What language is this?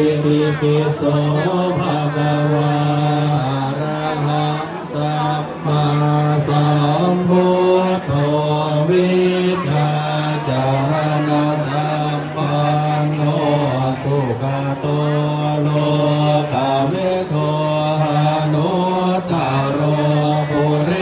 Pali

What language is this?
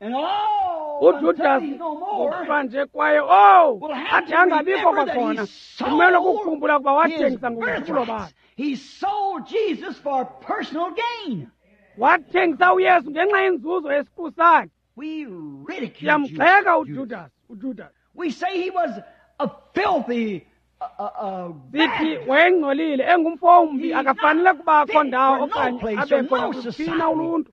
Xhosa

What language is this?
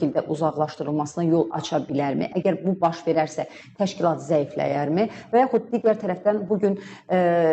Azerbaijani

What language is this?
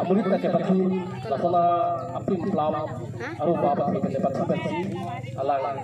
Karbi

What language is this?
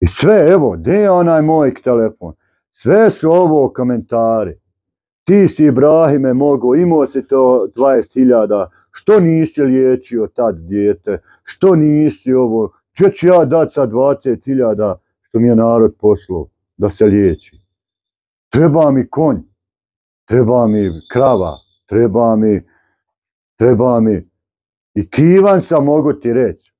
Bosnian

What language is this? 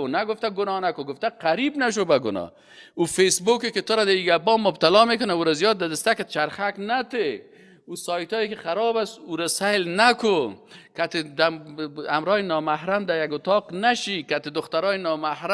Persian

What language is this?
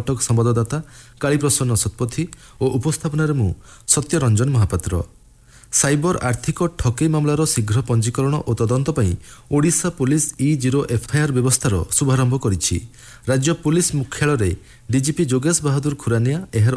Odia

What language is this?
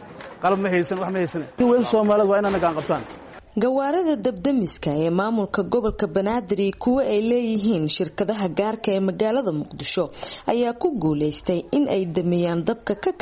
Somali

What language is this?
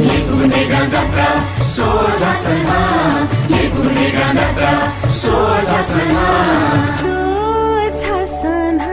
Newari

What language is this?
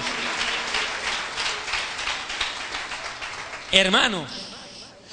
Spanish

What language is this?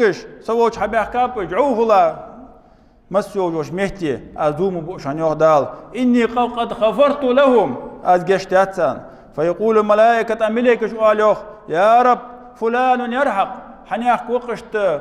Ingush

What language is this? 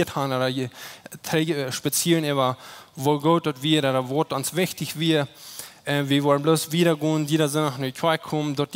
Plautdietsch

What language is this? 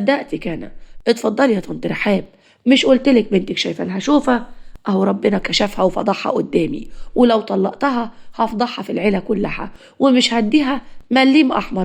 Egyptian Arabic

